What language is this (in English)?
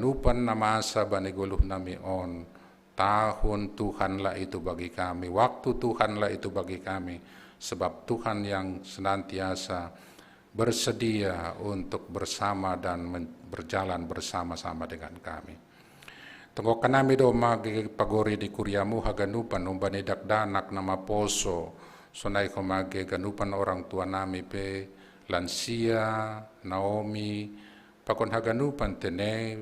Batak Simalungun